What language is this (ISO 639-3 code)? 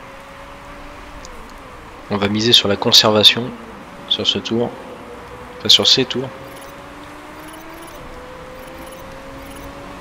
fra